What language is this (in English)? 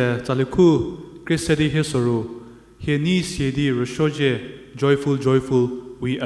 Angami Naga